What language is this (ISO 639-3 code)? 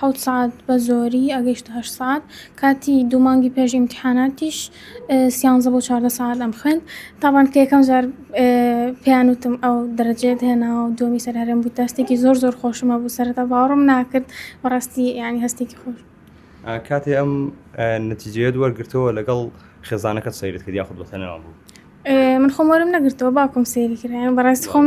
ckb